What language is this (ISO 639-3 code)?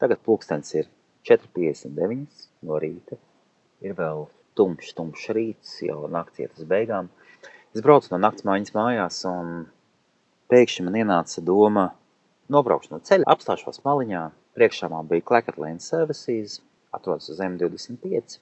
lav